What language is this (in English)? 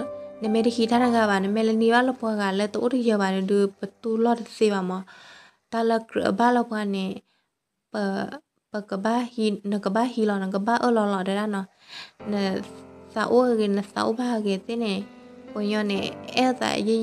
S'gaw Karen